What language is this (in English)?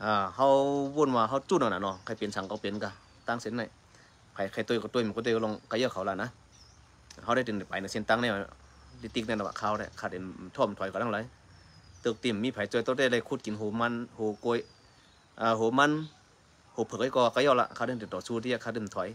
Shan